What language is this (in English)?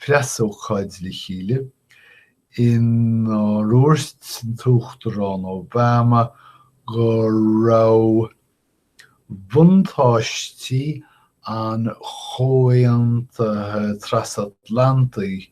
Irish